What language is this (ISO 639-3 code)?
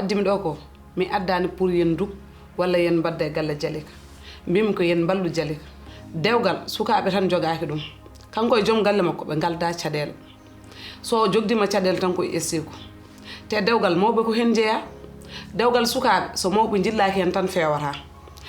ful